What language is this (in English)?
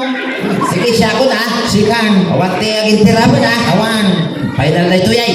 Iloko